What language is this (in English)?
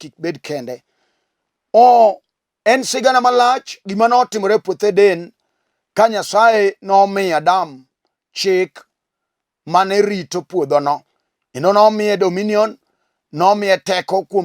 Luo (Kenya and Tanzania)